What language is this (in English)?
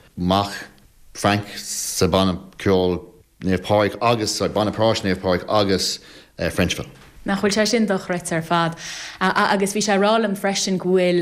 Irish